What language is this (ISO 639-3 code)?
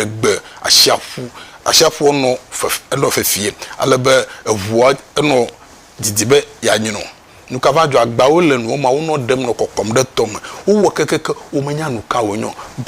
ewe